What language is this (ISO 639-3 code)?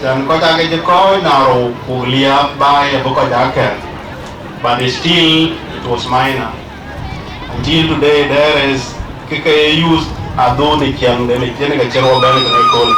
din